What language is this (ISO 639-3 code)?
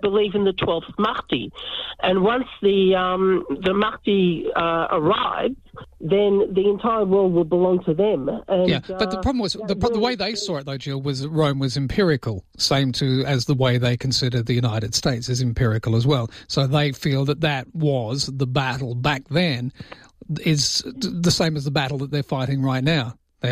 eng